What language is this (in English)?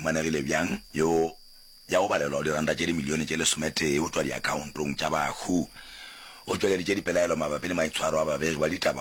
Northern Sotho